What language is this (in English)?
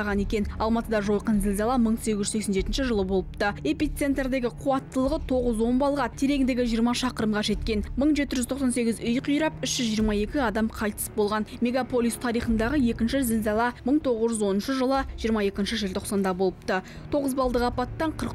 Kazakh